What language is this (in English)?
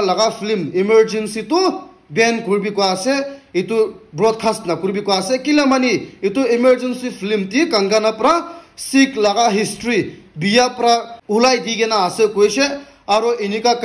Naga Pidgin